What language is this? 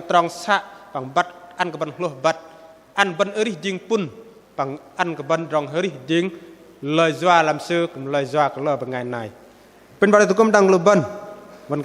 Bahnar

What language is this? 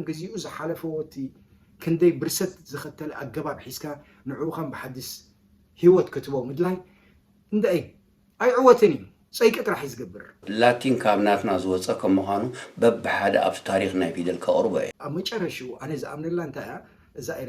Tigrinya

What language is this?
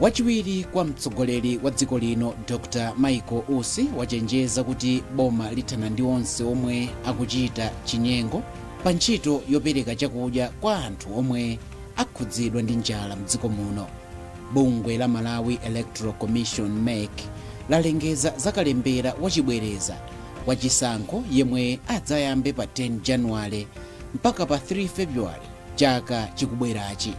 Nyanja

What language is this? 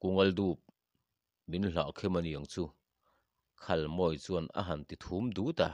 Mizo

